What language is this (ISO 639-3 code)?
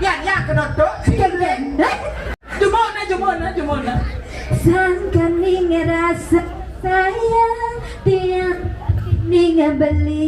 ban